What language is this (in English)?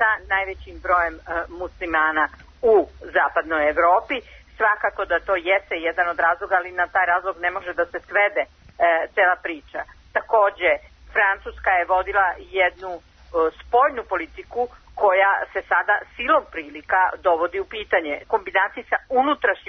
Serbian